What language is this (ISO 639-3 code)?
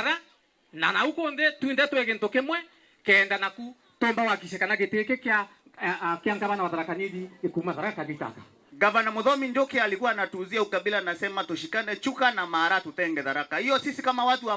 mer